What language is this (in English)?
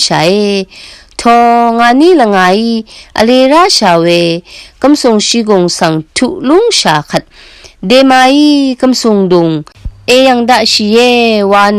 Rawang